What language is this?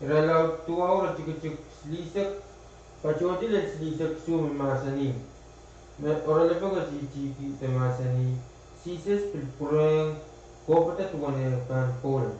Pohnpeian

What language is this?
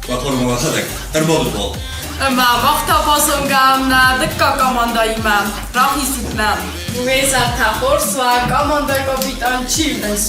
Ossetic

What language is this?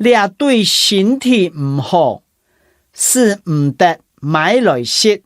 Hakka Chinese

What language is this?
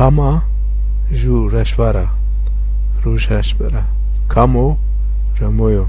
Zaza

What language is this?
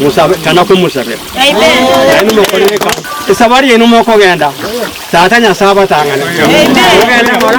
Gusii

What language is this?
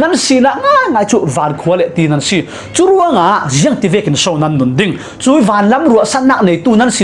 Falam Chin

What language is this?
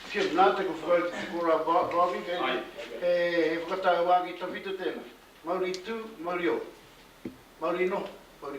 Māori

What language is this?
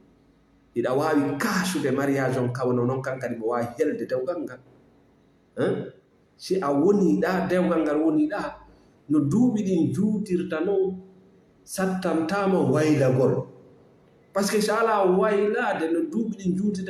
Fula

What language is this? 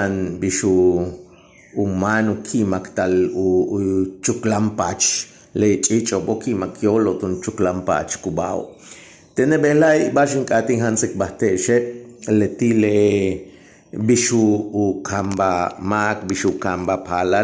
Yucateco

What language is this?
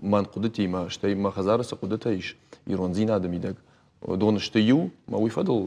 Ossetic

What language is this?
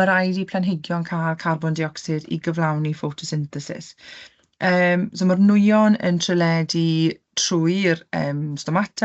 Welsh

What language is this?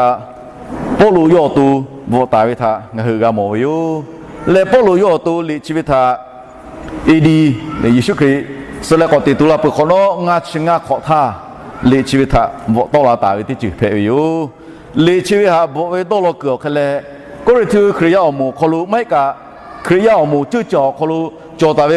Lahu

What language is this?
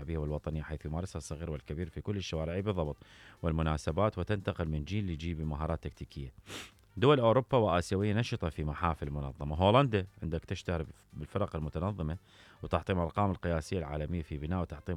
Mesopotamian Arabic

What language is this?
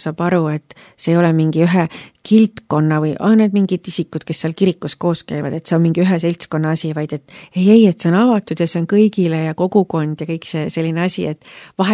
Estonian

